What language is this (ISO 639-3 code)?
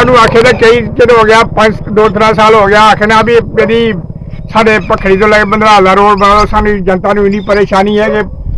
doi